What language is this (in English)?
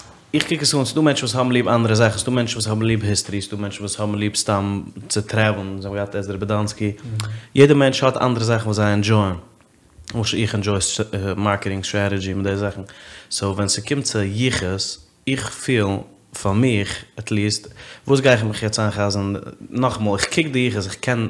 Yiddish